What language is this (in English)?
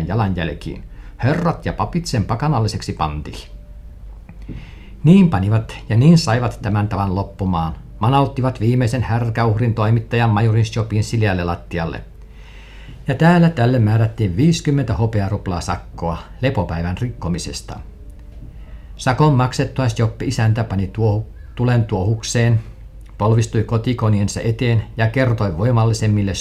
Finnish